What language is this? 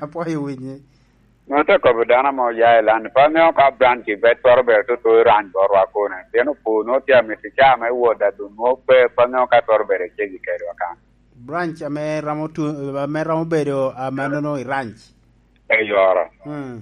Lango (Uganda)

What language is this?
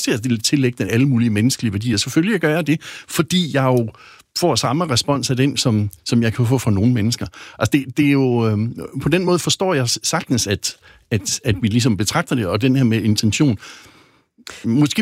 Danish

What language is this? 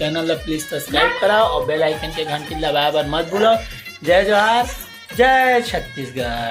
Chhattisgarhi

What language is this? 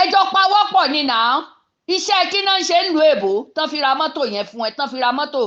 Yoruba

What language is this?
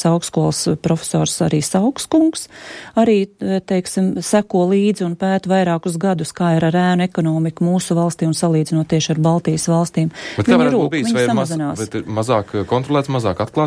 Latvian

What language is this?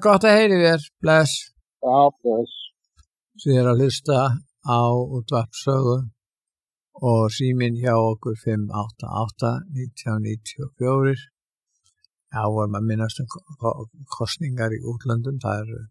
Icelandic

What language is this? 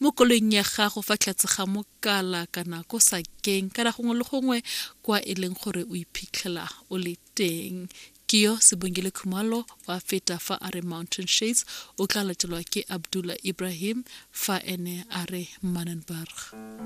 Tswana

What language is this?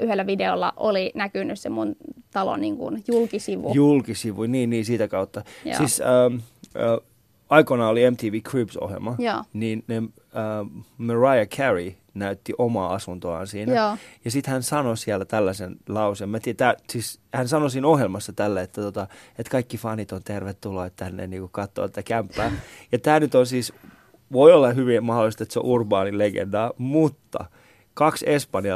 Finnish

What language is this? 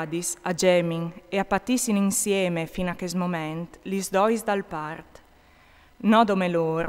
Friulian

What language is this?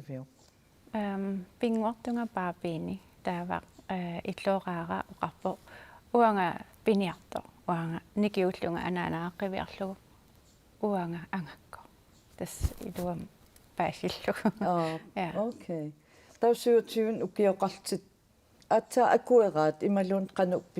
Kalaallisut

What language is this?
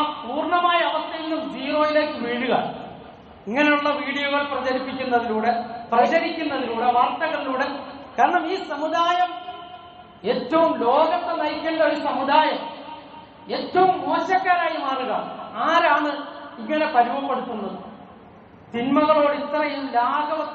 Malayalam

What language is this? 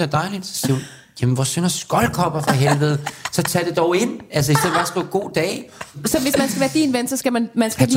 Danish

